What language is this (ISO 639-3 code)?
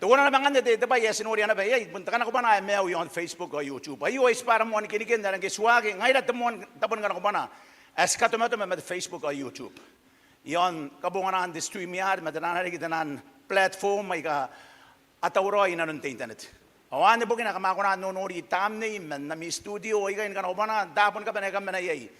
gil